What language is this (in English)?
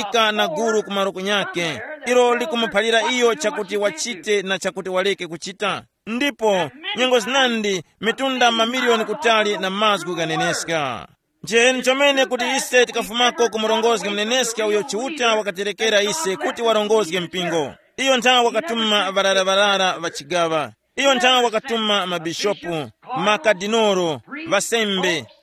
Tumbuka